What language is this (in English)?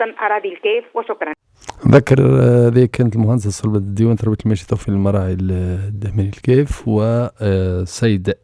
Tunisian Arabic